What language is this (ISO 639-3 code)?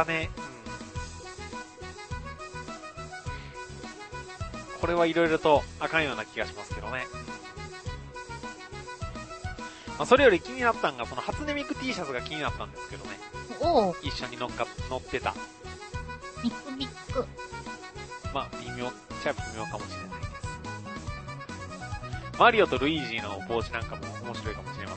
jpn